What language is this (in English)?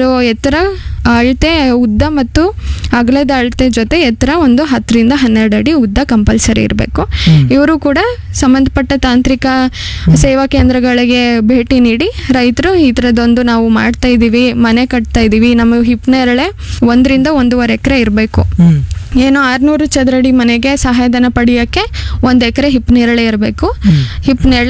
Kannada